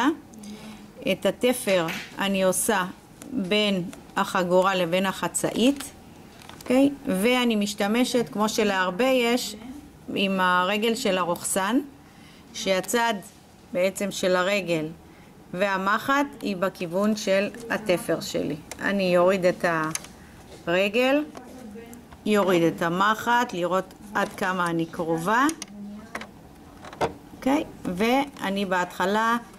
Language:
Hebrew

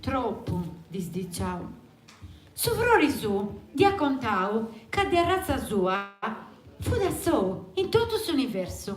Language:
Sardinian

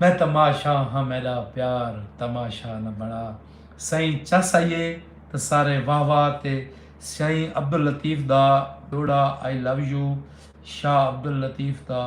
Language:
Saraiki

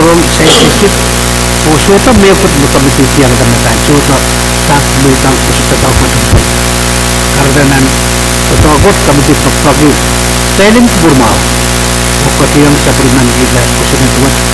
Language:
Pohnpeian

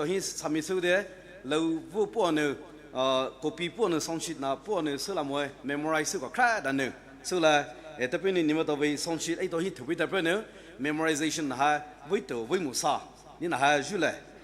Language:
Poumei Naga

